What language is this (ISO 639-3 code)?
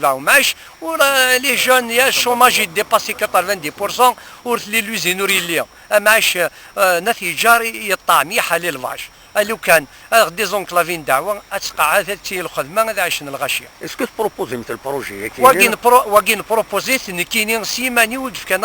kab